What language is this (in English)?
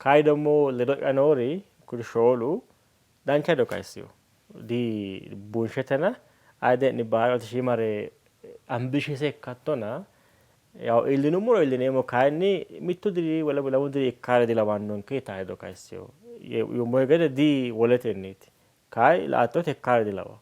Sidamo